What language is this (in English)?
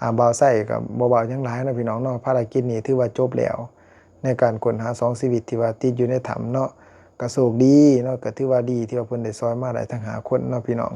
Lao